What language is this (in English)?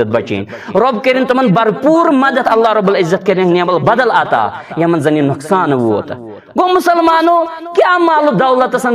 Kashmiri